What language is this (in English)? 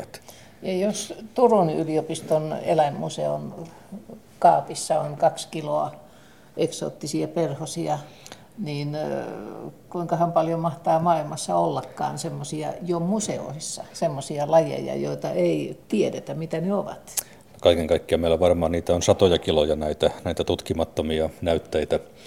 Finnish